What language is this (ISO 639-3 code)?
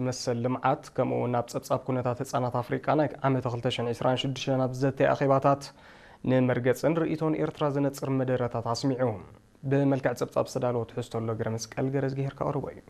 tir